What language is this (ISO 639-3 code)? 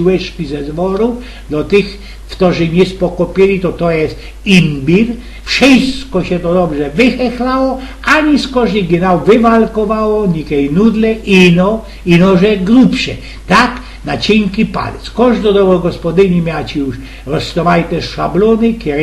szl